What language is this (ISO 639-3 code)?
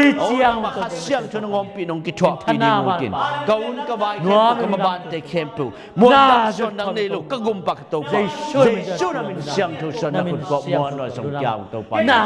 ctd